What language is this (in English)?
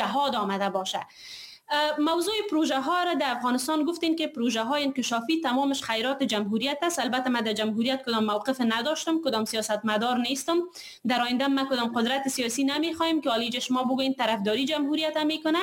Persian